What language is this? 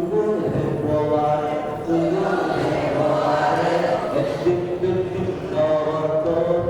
Yakut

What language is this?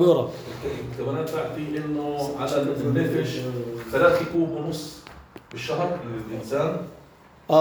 North Levantine Arabic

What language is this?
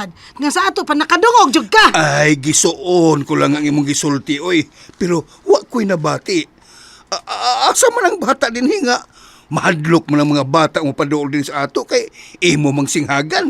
Cebuano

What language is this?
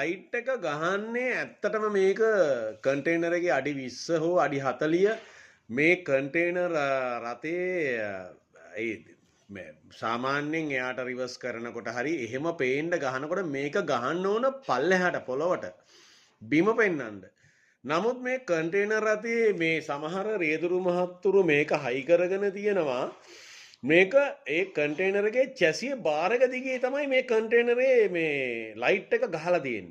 Sinhala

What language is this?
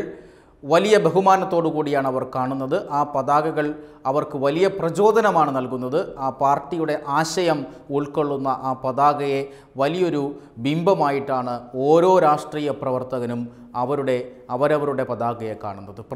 Malayalam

